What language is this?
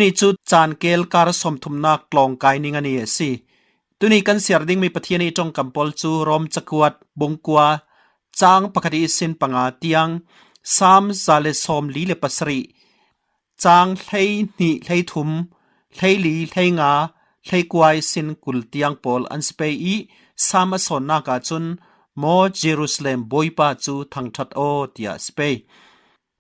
Falam Chin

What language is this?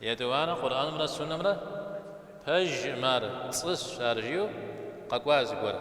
Kabardian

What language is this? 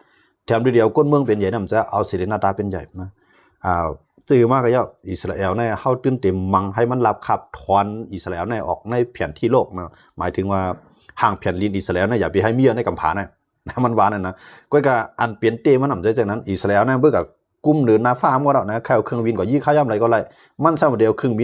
Shan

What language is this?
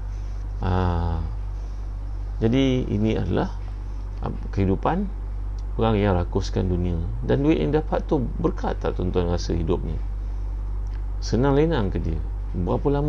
Malay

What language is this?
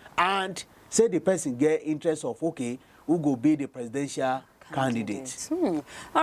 Nigerian Pidgin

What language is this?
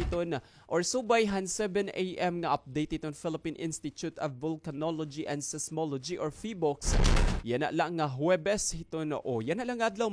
Waray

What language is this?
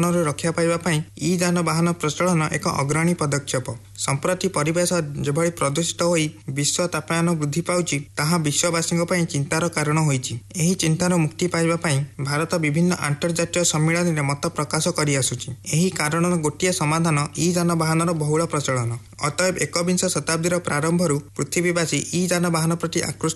Odia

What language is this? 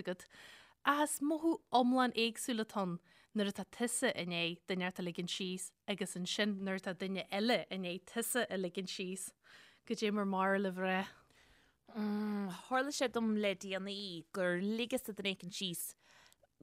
Irish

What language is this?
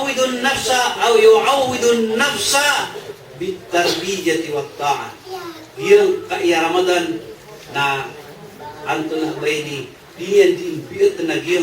Maranao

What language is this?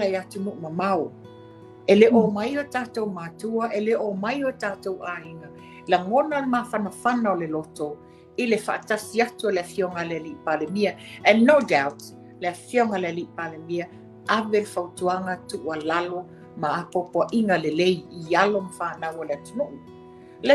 Samoan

